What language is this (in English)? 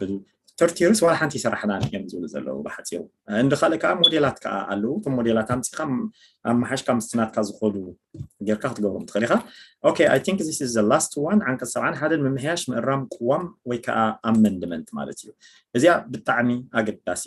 Tigrinya